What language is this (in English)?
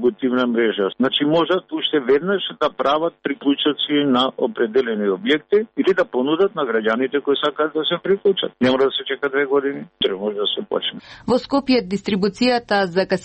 Macedonian